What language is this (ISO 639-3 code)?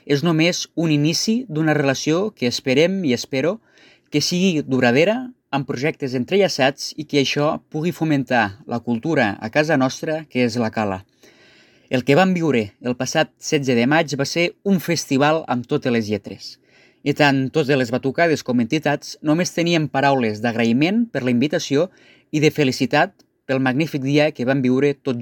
cat